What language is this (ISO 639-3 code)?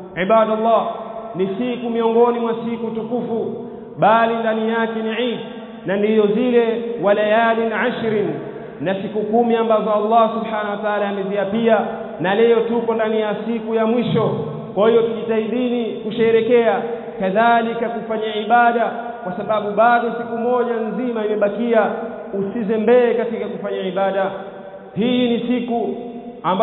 swa